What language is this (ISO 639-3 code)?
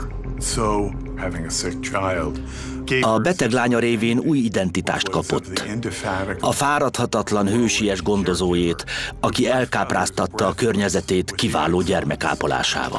hun